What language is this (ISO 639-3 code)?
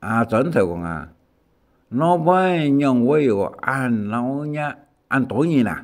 hak